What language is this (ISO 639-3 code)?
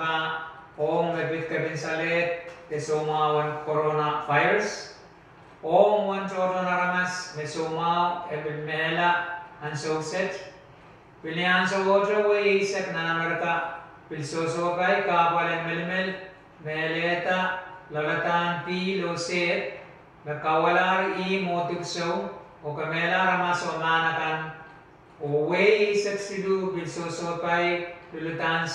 pon